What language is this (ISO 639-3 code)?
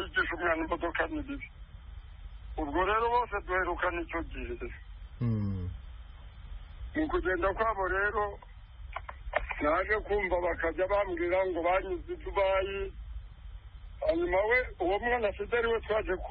kin